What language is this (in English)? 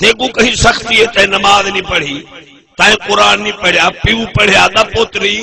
Saraiki